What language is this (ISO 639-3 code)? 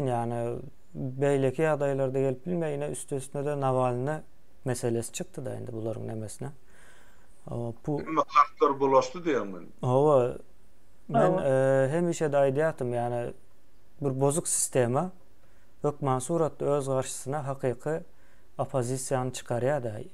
tuk